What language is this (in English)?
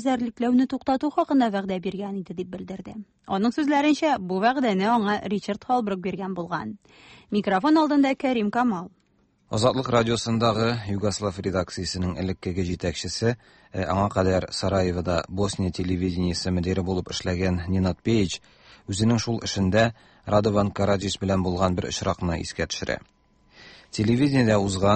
Tatar